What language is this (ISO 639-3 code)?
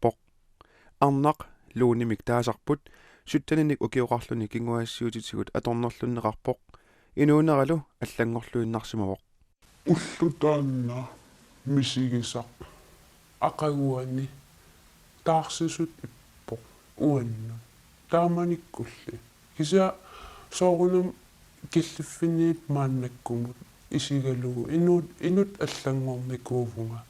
kal